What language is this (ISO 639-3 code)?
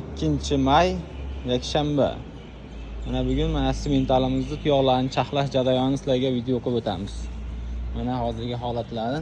uzb